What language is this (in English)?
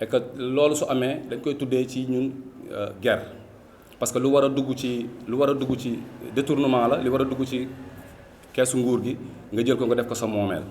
Wolof